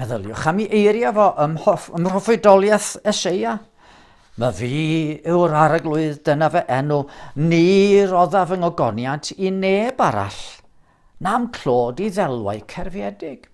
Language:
Welsh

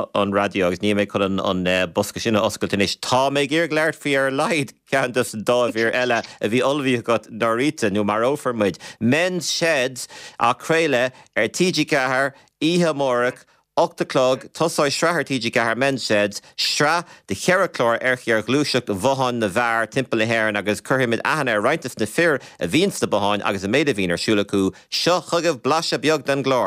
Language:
Irish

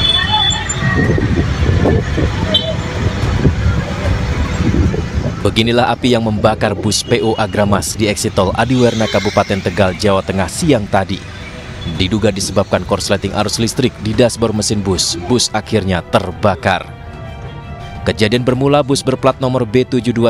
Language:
Indonesian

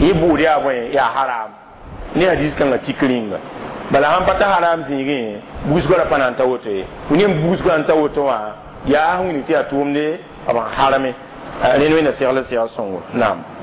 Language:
Mossi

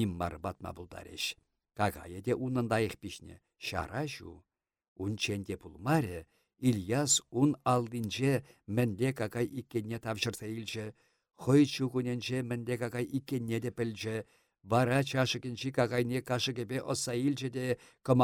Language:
Chuvash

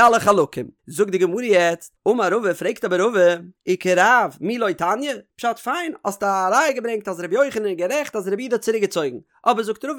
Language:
Yiddish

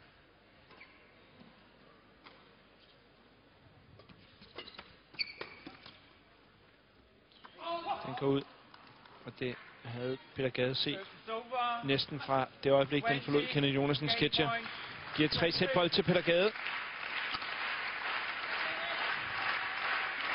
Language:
Danish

